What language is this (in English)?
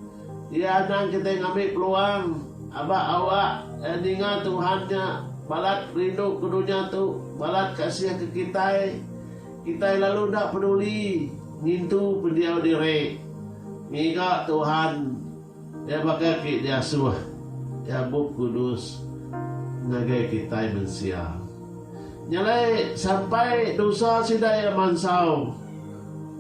Iban